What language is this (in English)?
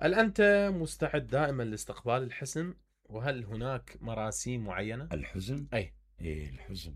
Mesopotamian Arabic